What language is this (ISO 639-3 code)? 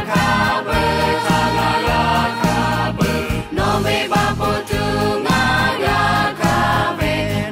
lhu